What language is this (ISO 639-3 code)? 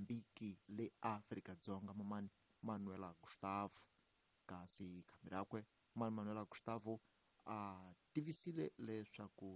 tso